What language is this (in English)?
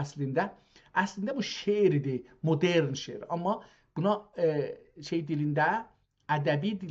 South Azerbaijani